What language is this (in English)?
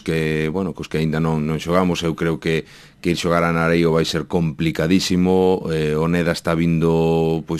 Galician